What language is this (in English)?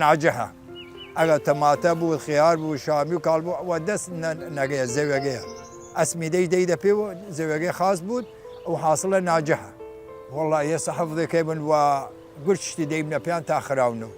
Southern Kurdish